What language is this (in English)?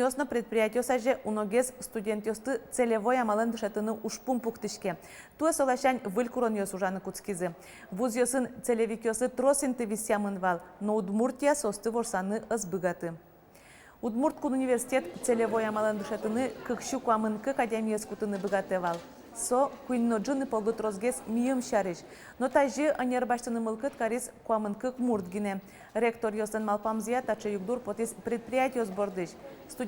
Udmurt